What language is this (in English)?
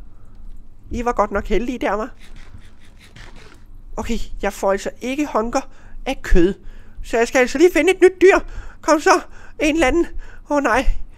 Danish